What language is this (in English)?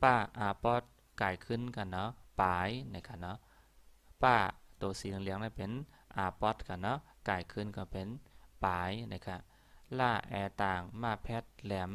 Shan